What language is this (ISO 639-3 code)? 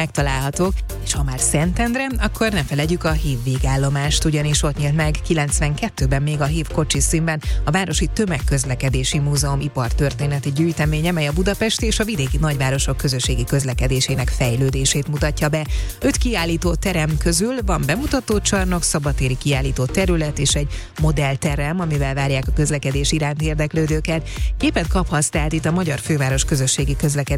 hun